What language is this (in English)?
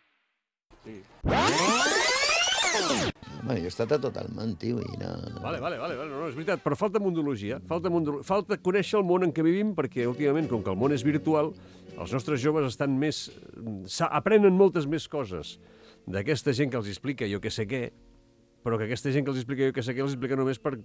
Catalan